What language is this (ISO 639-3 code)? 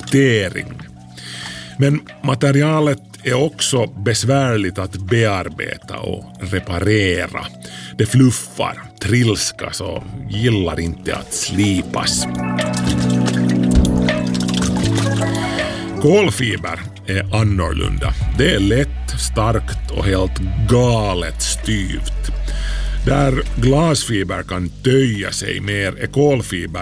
swe